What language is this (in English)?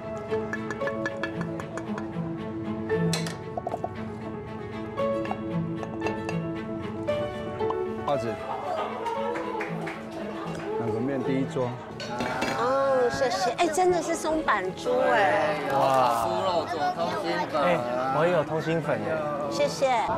Chinese